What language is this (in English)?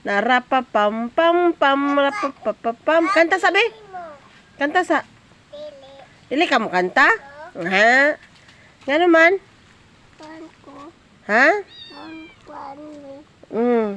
Cebuano